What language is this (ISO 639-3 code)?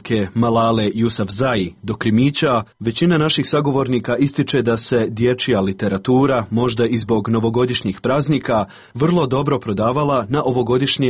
hrv